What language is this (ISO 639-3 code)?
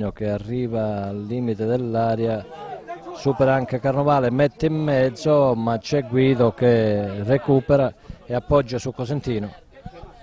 ita